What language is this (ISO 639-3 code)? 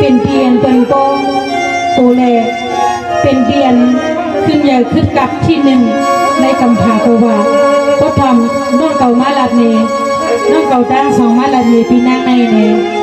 shn